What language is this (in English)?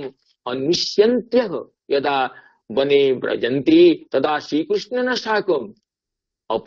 Sanskrit